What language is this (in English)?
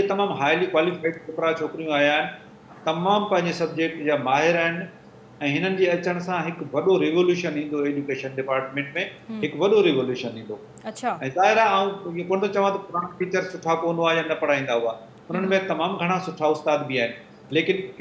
Sindhi